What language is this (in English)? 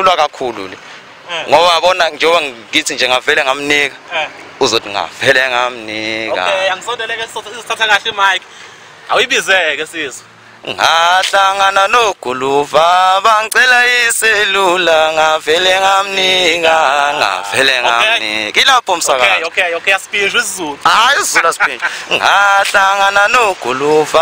Zulu